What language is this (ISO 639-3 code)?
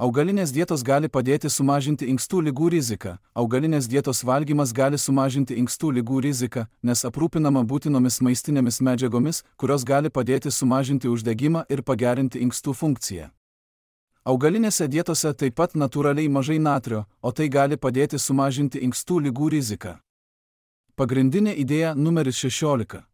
lit